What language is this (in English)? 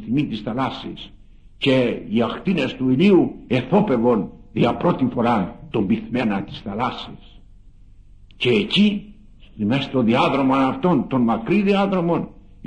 Greek